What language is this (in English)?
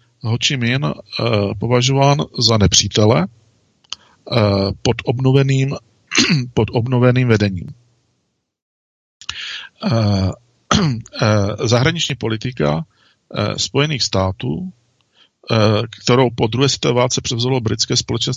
Czech